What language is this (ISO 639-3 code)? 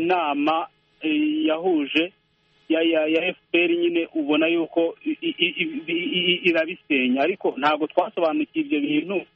kin